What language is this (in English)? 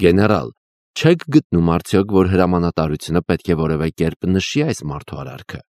Armenian